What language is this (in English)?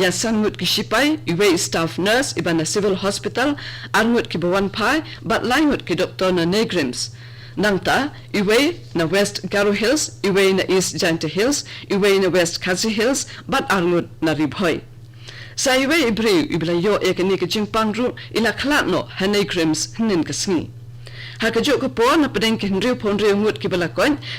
Khasi